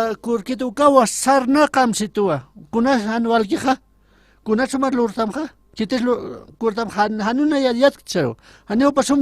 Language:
Aymara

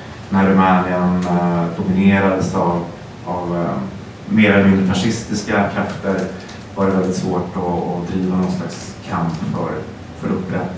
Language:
Swedish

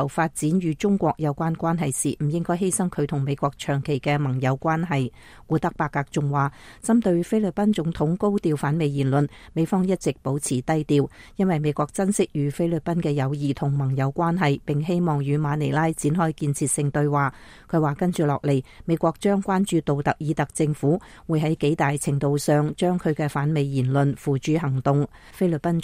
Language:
Cantonese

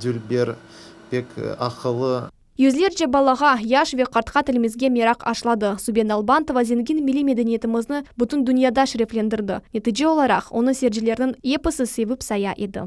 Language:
Crimean Tatar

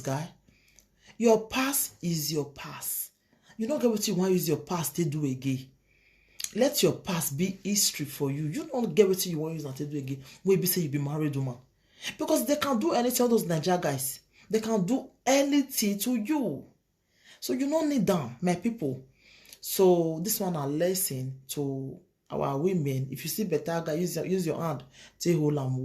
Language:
Nigerian Pidgin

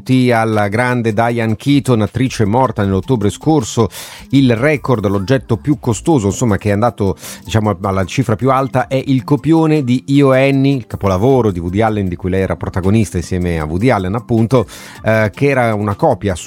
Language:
Italian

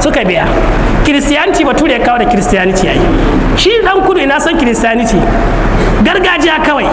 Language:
Hausa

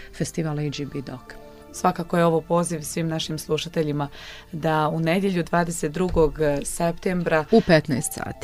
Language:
Bosnian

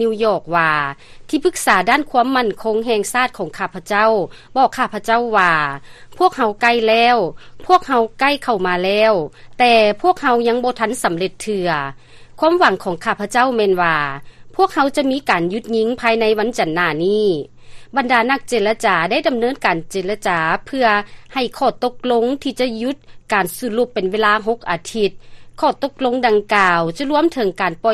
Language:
Lao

